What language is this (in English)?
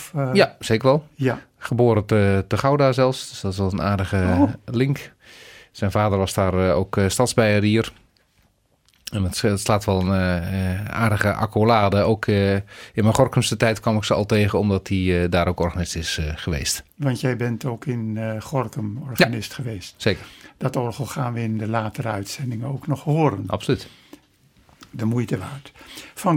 Dutch